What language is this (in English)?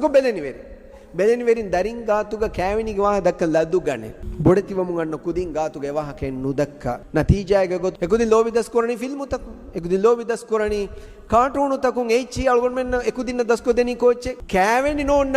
Divehi